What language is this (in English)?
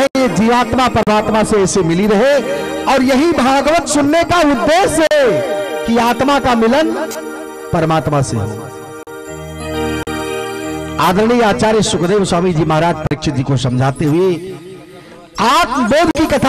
Hindi